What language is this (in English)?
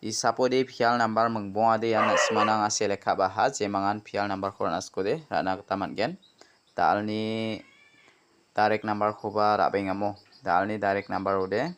Garo